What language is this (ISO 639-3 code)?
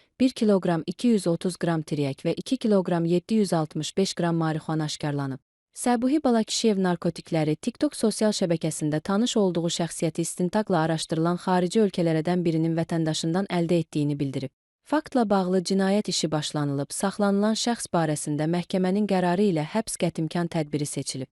aze